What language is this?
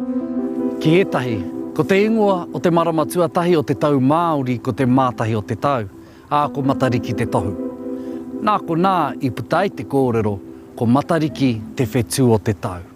Māori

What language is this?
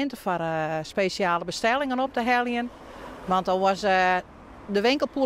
Western Frisian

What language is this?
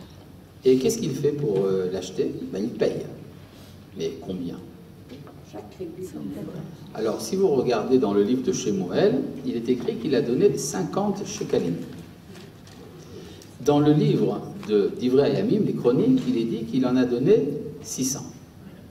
French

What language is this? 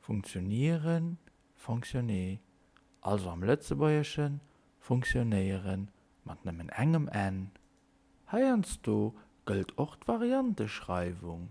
Luxembourgish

